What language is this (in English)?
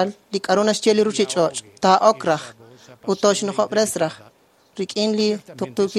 Kekchí